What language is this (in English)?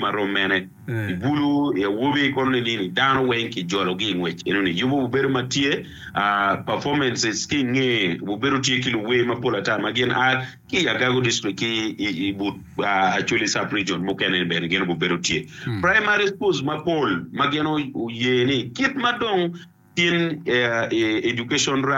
Acoli